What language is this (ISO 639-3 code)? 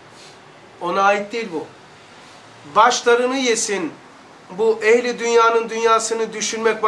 tur